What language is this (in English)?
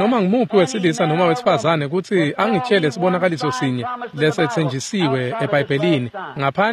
Swati